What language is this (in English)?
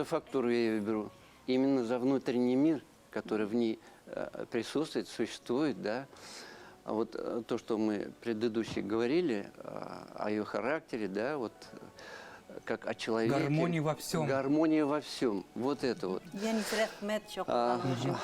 Bashkir